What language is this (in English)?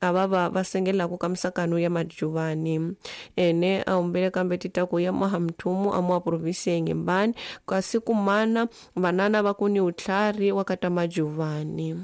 Tsonga